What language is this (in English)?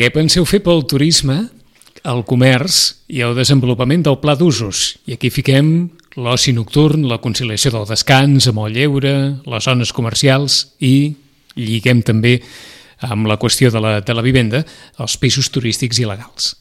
Catalan